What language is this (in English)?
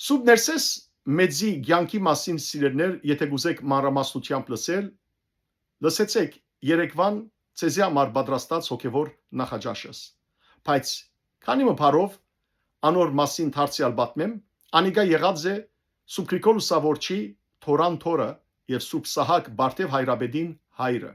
Western Armenian